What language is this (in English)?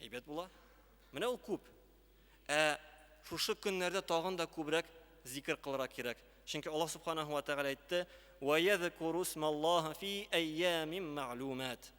Tatar